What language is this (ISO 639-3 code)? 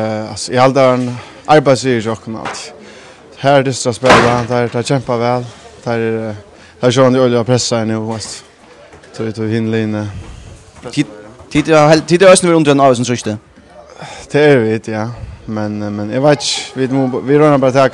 fao